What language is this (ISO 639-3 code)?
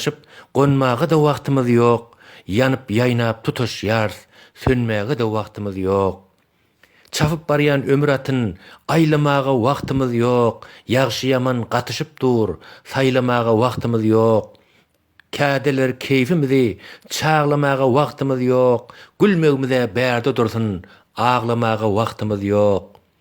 tuk